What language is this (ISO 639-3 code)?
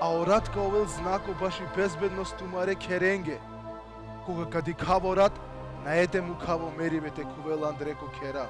rmn